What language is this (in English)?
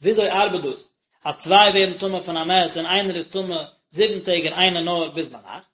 Yiddish